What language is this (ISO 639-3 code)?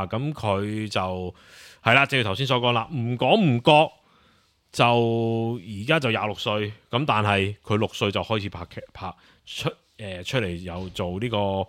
yue